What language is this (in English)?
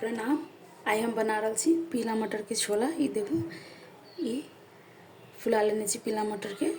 Maithili